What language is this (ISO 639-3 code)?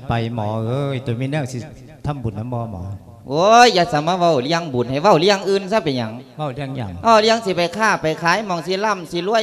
lao